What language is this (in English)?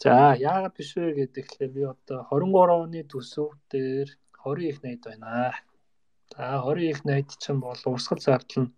Mongolian